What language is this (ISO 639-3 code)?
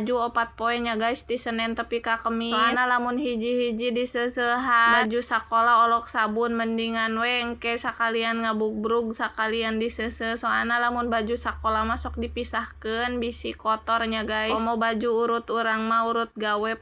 sun